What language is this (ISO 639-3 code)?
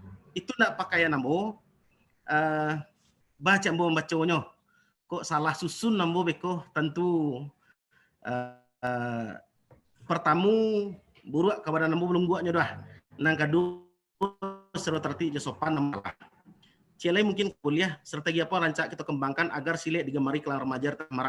min